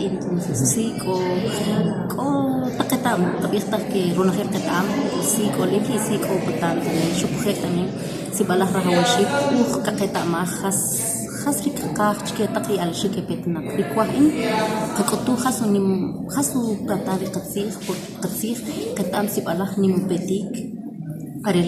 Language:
Kʼicheʼ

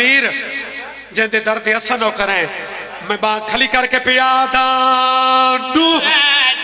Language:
Pahari-Potwari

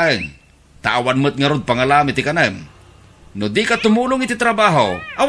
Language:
Iloko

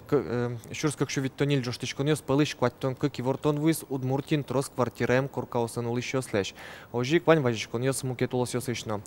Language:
Udmurt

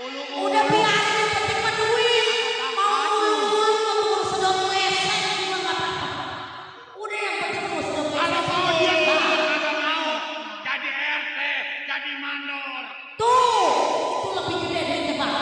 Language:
Betawi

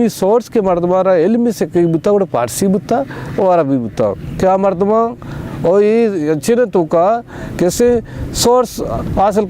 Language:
Baluchi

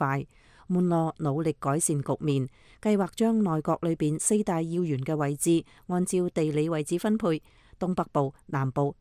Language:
Cantonese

